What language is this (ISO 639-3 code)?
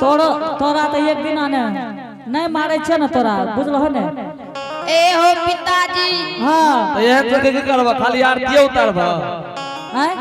anp